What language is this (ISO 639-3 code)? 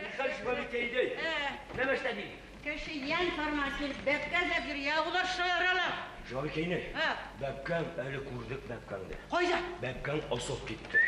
bak